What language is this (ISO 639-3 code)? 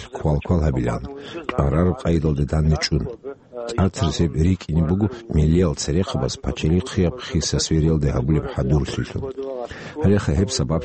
ava